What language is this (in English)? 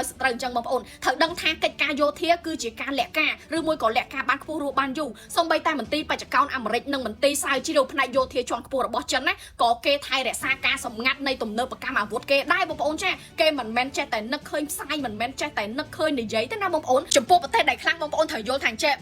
Khmer